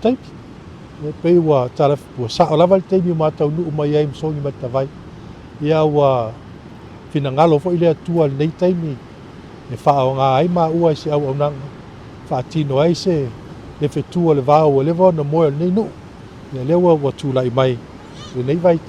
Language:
Samoan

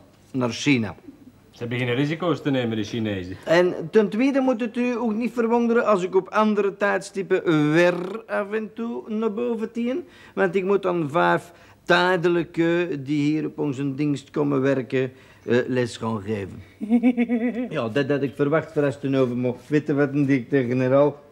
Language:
Dutch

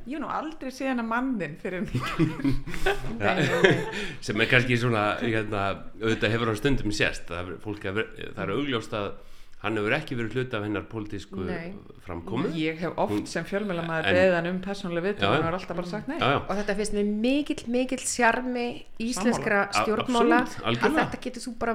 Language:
Icelandic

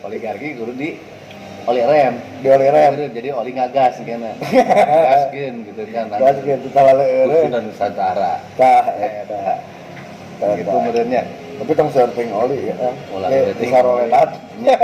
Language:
Sundanese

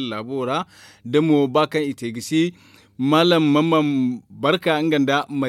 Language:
Zarma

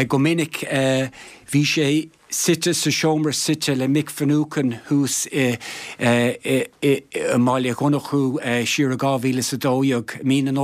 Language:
Irish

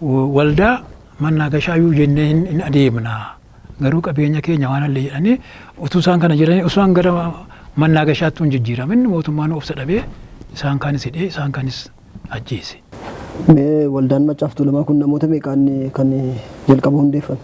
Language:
Oromo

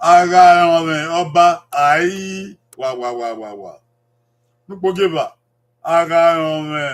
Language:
Bini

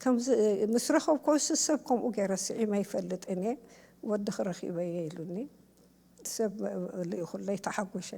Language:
Tigrinya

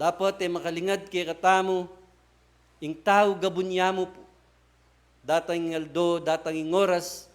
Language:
Pampanga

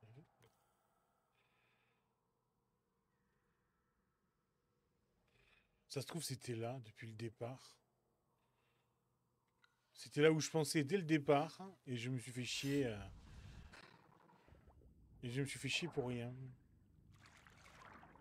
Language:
French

